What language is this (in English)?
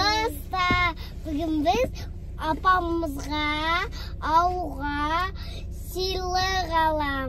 Kazakh